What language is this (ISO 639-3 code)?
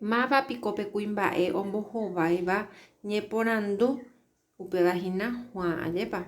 grn